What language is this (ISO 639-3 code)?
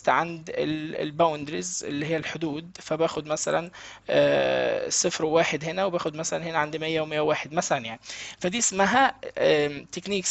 arz